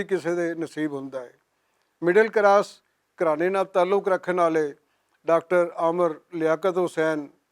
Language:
Western Panjabi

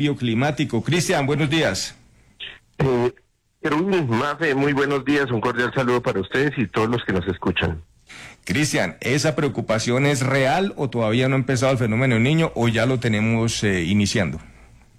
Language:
Spanish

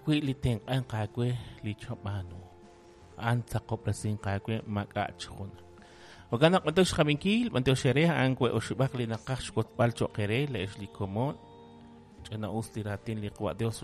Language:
Kekchí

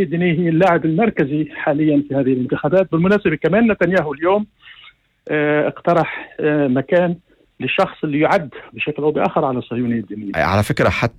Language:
North Levantine Arabic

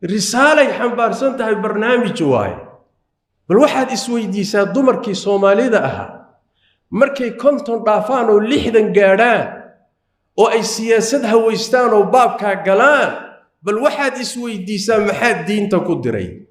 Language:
Somali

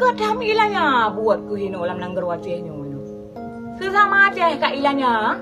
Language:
Achinese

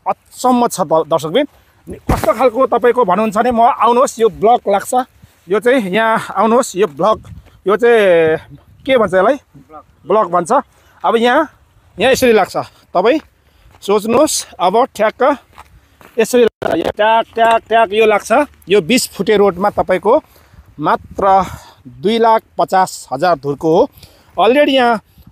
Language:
Nepali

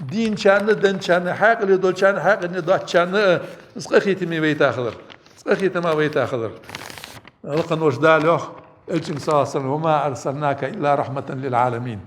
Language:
Ingush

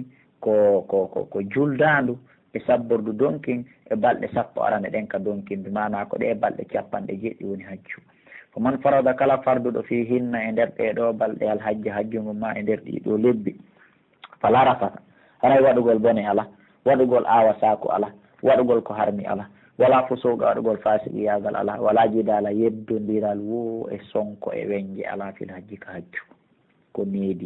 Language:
Pular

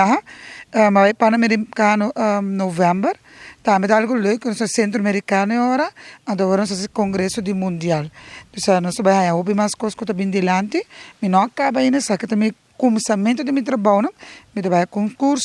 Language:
Papiamento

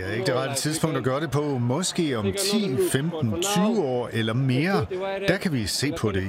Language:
Danish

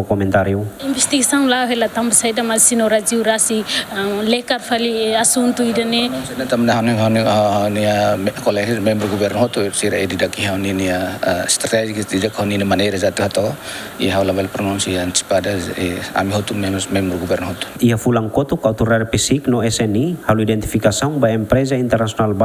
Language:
Tetum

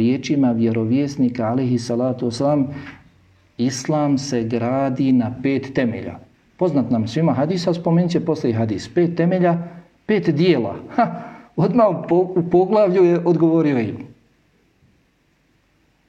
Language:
Bosnian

